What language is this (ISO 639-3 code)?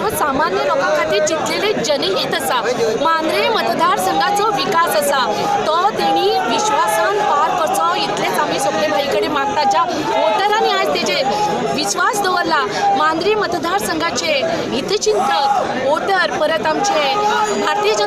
kok